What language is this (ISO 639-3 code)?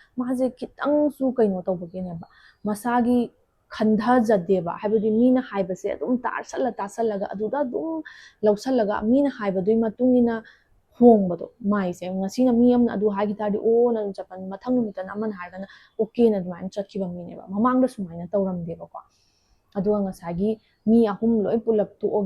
mni